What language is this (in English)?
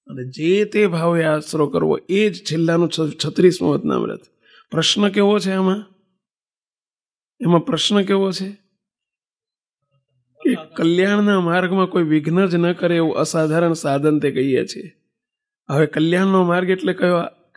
Gujarati